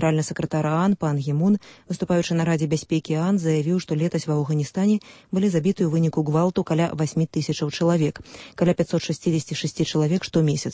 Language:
Belarusian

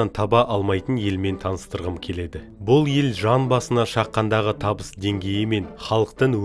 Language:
Kazakh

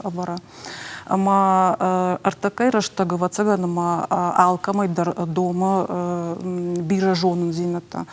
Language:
Ossetic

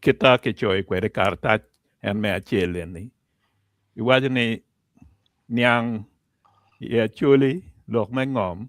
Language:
Acoli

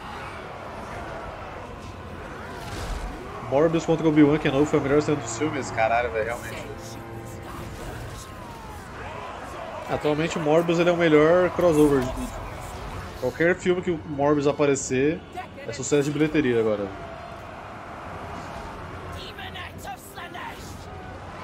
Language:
Portuguese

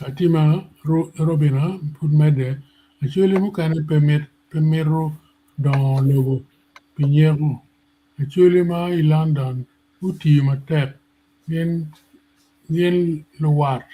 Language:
Acoli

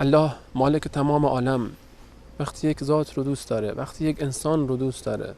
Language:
Persian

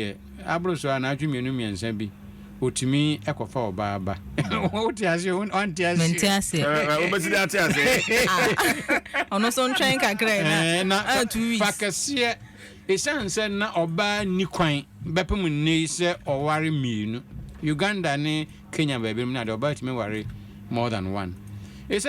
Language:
Akan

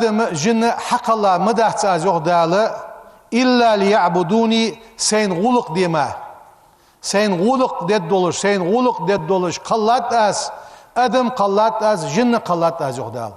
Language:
Ingush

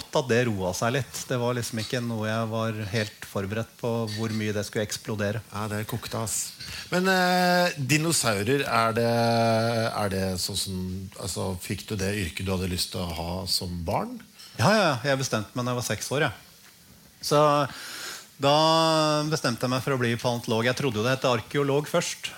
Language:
Norwegian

